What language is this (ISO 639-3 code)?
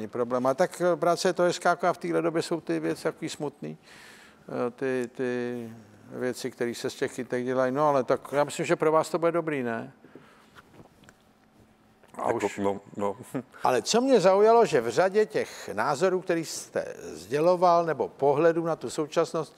ces